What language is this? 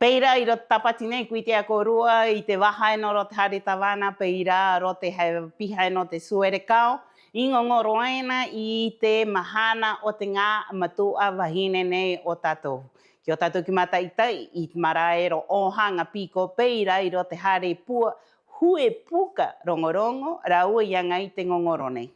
Rapanui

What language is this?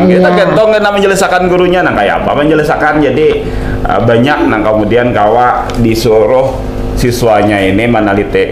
Banjar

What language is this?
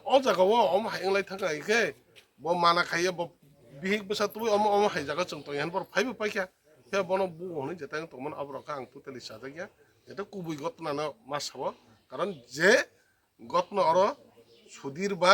Kok Borok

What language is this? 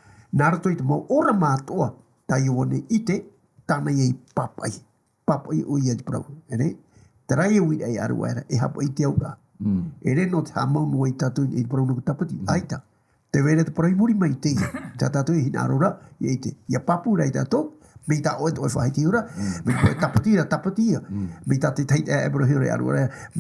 Tahitian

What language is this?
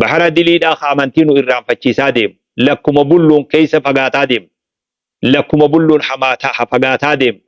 Oromo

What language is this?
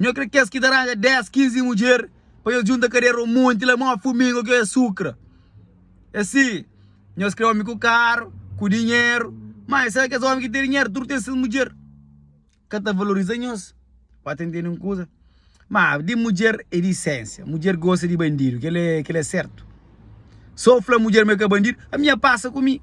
Kabuverdianu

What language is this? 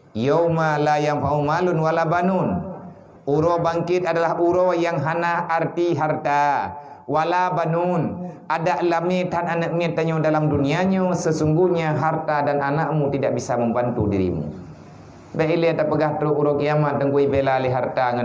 Achinese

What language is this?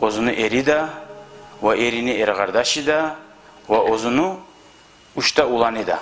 Kumyk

